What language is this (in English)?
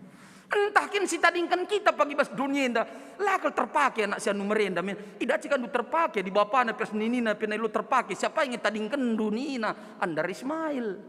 Batak Karo